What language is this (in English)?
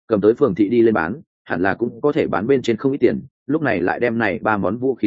Vietnamese